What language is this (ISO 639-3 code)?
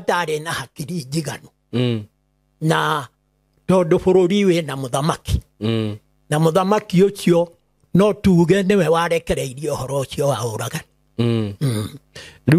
kik